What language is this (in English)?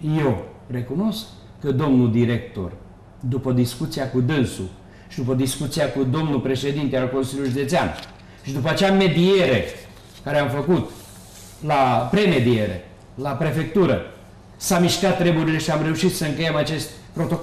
Romanian